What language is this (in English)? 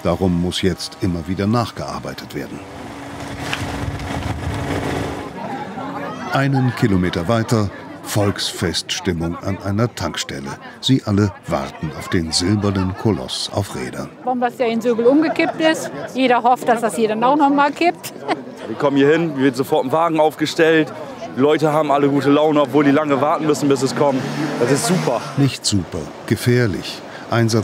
German